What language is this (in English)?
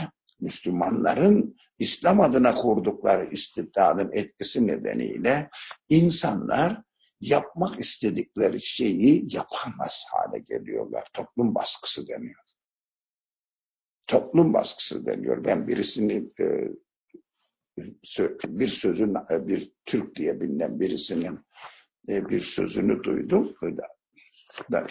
Turkish